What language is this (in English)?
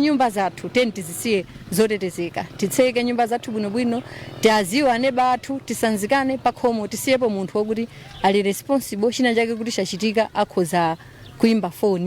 Nyanja